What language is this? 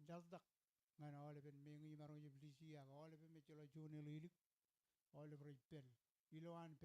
Marshallese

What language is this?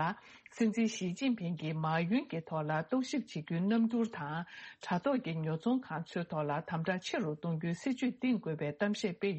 Tibetan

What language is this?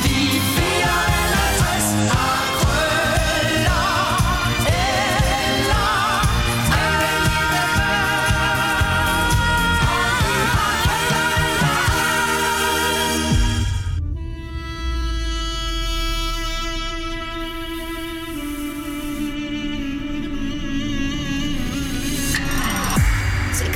Danish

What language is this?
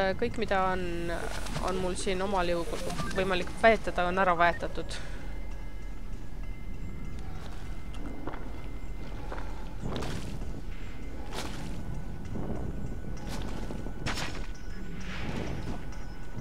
Estonian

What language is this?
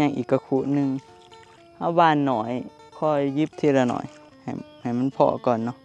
Northeastern Thai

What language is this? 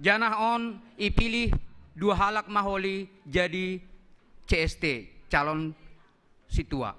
Batak Simalungun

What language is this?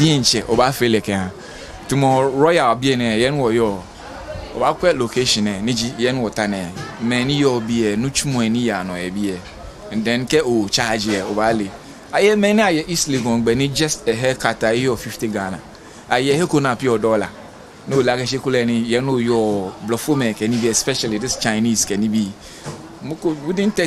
Ga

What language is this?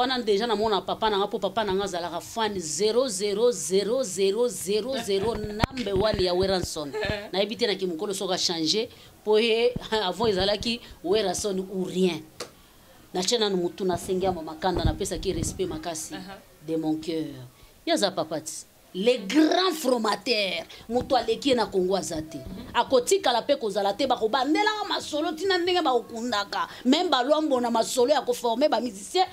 Lingala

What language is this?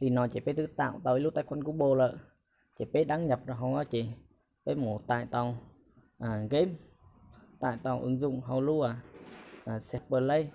Hmong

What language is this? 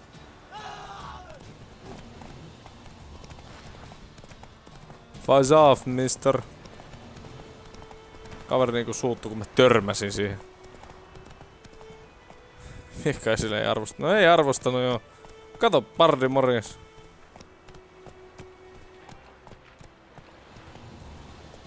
Finnish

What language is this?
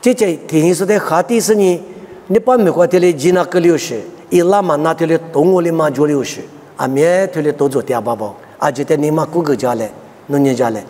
Lisu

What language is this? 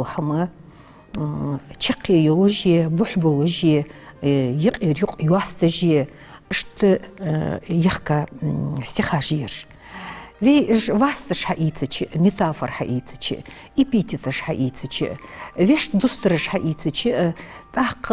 Ingush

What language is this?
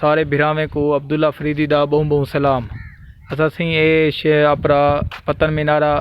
Saraiki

